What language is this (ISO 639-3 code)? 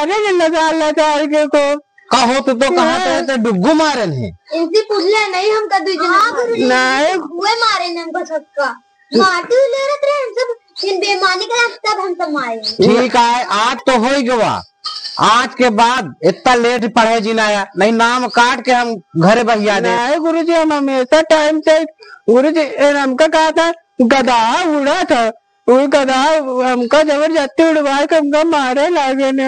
awa